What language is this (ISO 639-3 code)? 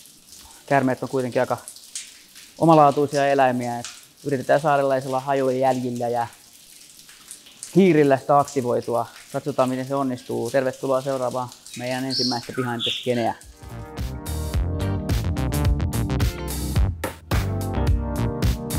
fin